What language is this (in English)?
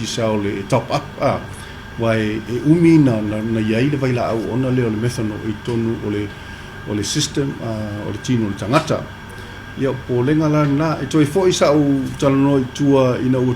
Samoan